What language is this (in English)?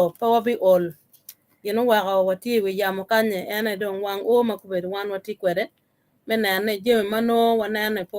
Acoli